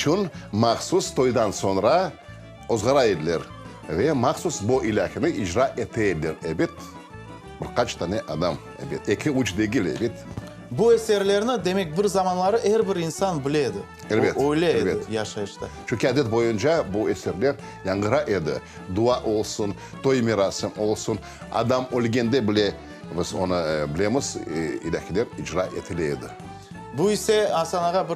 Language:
Crimean Tatar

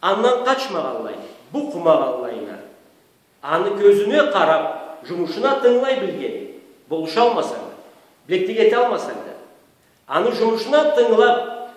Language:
Karachay-Balkar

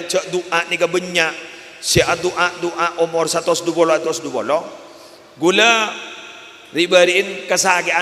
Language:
Madurese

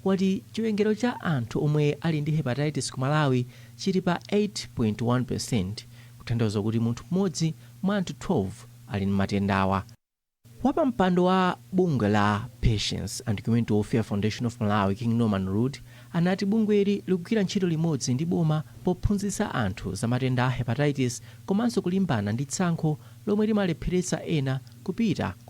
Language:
Nyanja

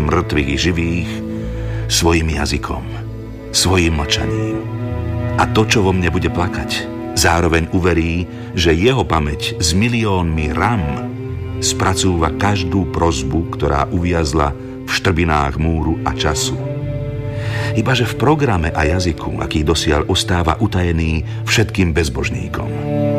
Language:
Slovak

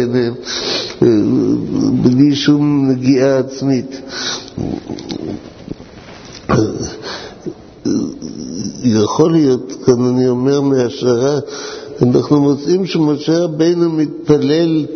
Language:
Hebrew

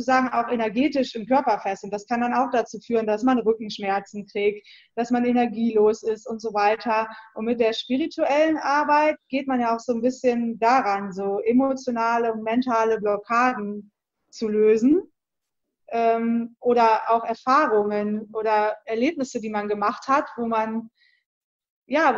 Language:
German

